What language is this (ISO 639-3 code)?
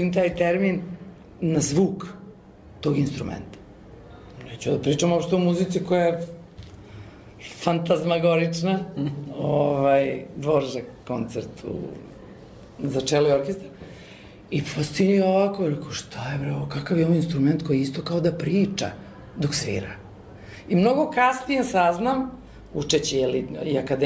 srp